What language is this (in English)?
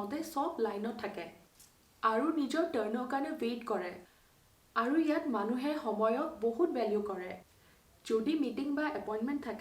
Assamese